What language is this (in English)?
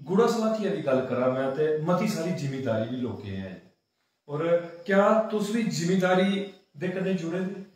Dogri